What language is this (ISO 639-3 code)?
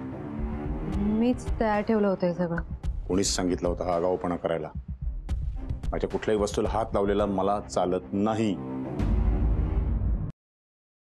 mar